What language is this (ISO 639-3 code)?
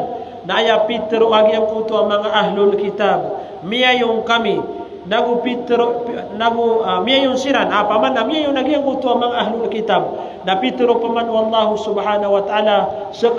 mrw